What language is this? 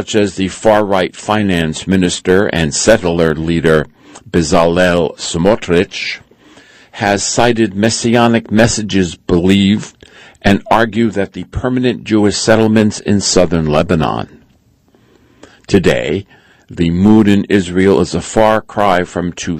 English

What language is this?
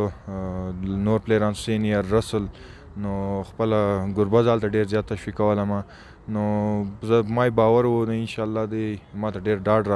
Pashto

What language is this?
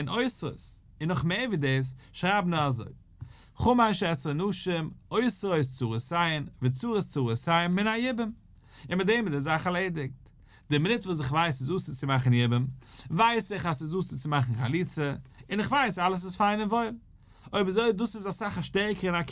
Yiddish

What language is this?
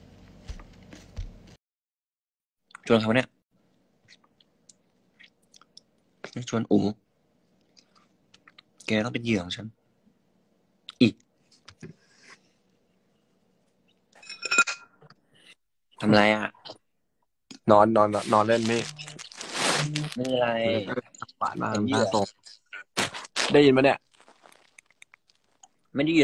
Thai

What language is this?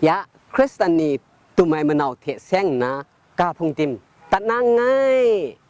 Kachin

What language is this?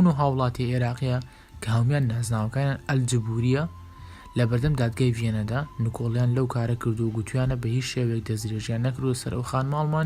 Central Kurdish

